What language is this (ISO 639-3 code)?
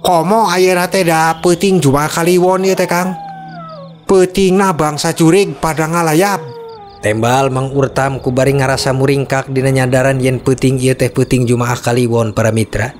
sun